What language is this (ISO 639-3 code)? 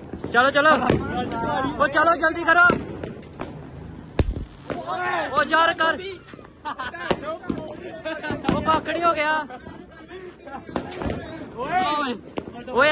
pan